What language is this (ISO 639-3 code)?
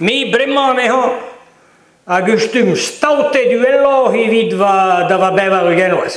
bre